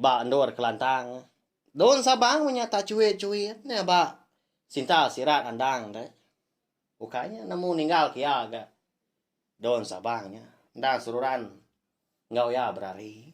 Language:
Iban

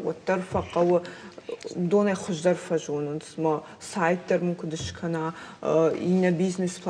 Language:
Ossetic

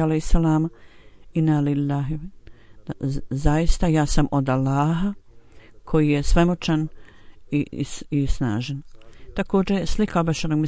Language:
Bosnian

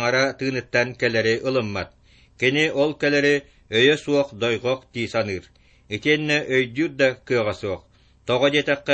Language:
Yakut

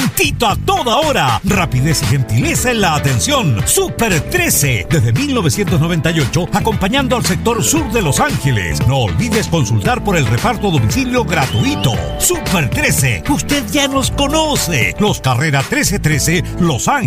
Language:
Spanish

